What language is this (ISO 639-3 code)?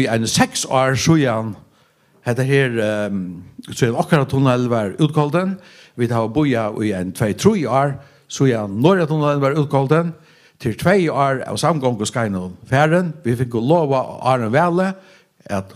fao